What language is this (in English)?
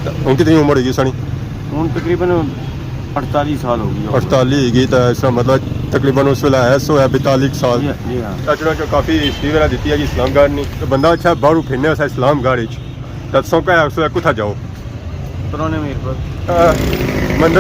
Pahari-Potwari